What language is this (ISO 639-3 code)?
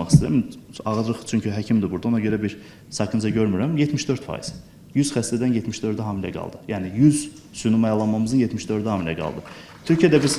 aze